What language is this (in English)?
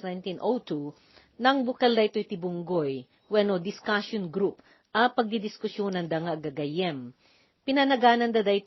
Iloko